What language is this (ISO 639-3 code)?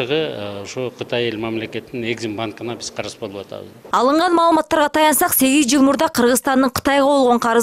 kir